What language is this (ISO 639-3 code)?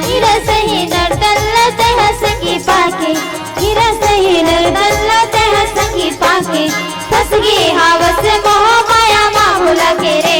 hne